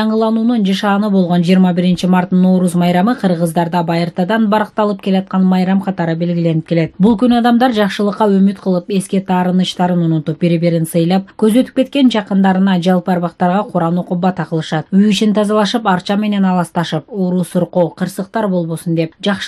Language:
Kyrgyz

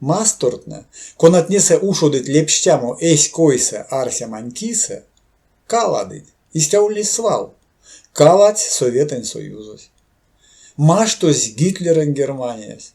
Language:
Erzya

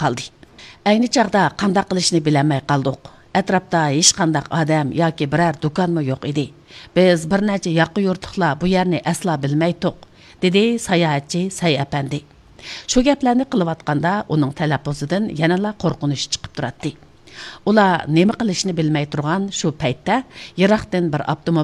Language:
Uyghur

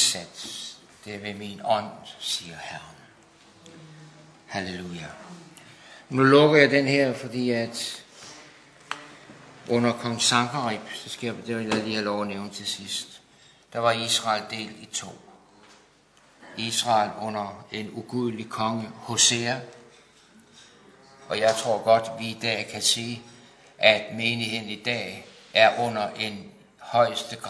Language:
Danish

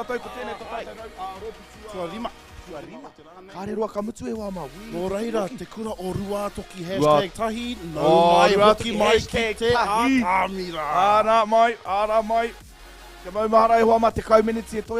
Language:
Māori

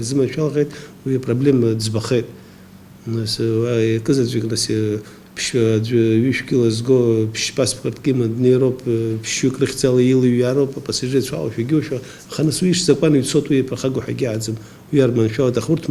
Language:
Abkhazian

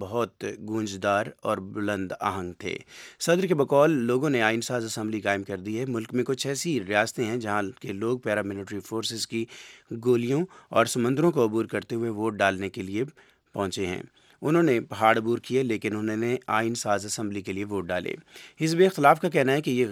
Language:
Urdu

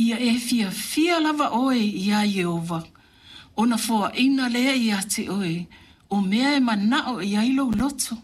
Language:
Samoan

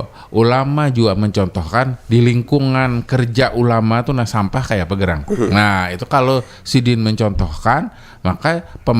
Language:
Banjar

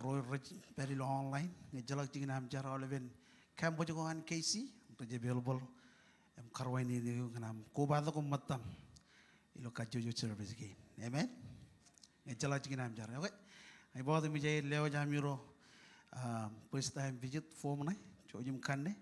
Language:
Marshallese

